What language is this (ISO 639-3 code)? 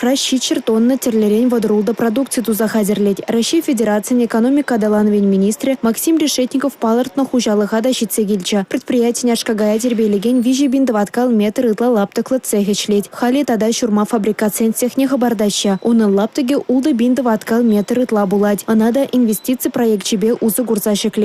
chv